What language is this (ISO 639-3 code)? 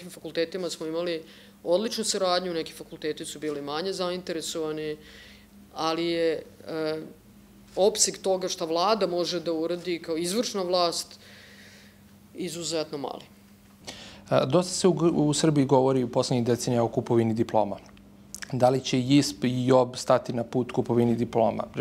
srp